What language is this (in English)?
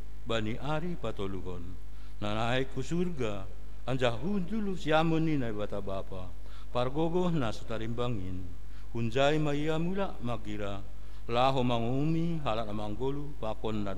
Batak Simalungun